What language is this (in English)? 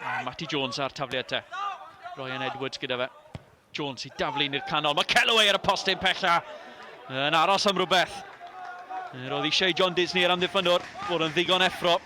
Welsh